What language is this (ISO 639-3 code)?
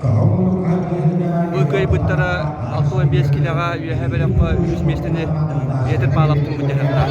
sah